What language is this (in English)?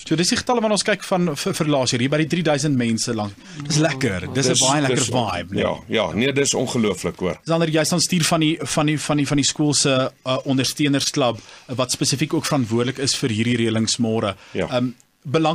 Afrikaans